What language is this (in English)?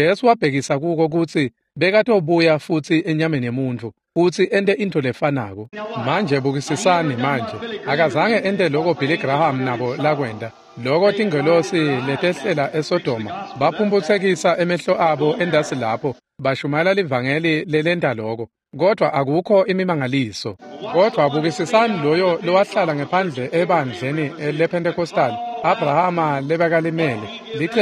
Swati